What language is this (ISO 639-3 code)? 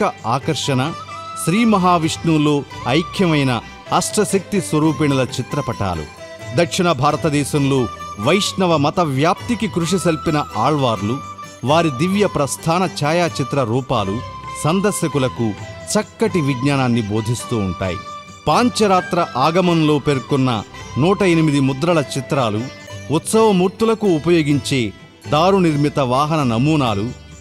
tel